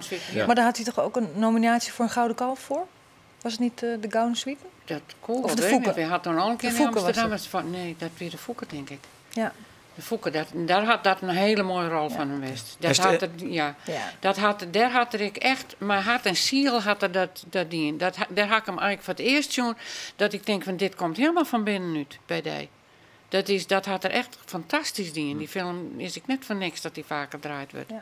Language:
Western Frisian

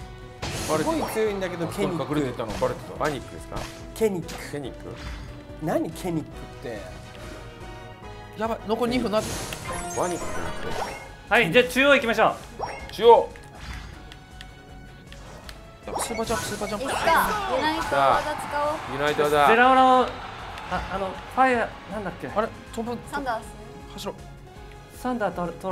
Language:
Japanese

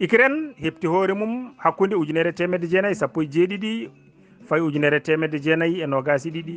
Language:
Fula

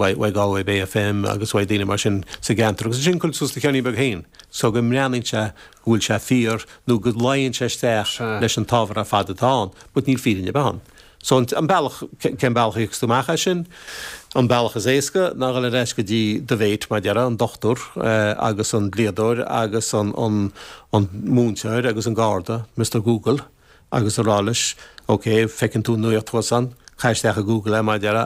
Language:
Irish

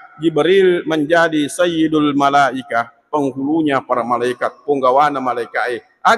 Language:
Buginese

